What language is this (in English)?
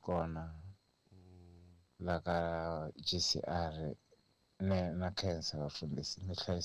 Tsonga